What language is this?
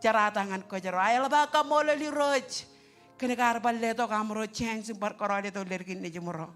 Marshallese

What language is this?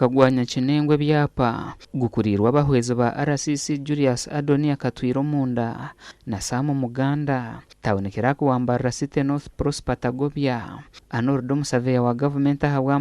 Nyankole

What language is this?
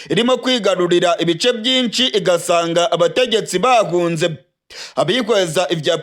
Rundi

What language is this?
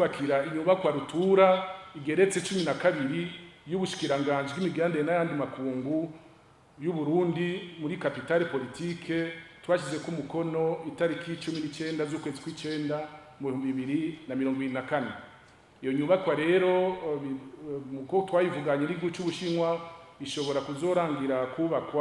Rundi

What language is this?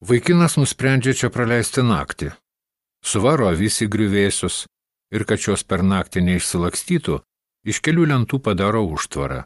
Lithuanian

